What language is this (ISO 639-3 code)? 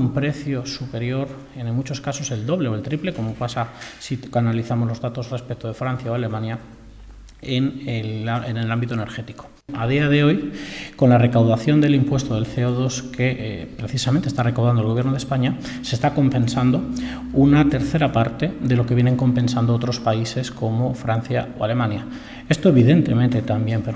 spa